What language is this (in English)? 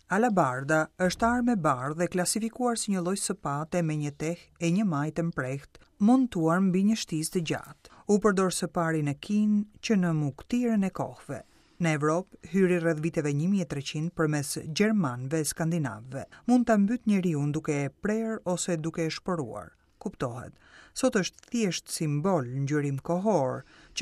Albanian